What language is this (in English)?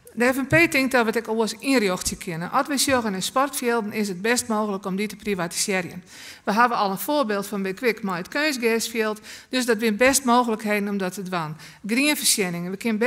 Western Frisian